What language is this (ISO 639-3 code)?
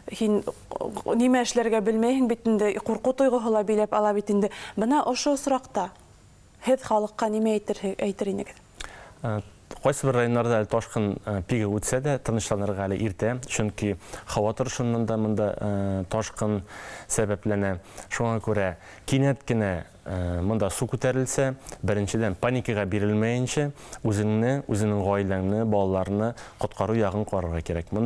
bak